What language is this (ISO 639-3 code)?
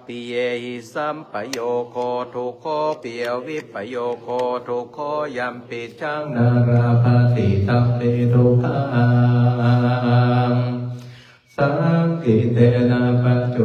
pli